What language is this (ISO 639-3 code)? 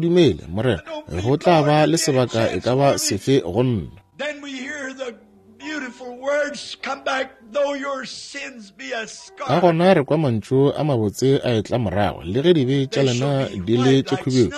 nso